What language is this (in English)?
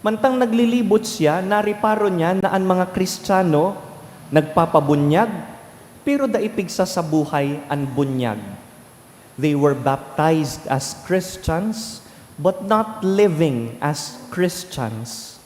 Bikol